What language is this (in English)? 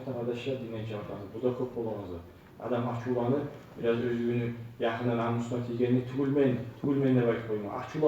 Kumyk